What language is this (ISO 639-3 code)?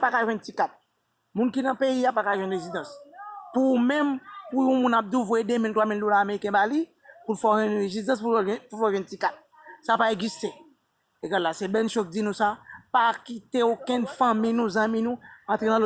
hat